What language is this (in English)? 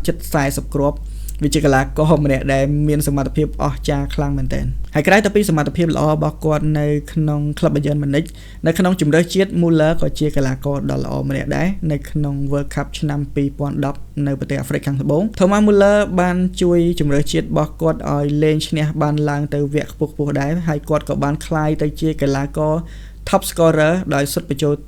Khmer